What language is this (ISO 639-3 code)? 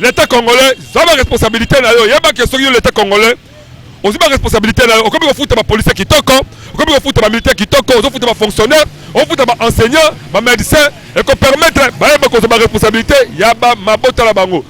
lin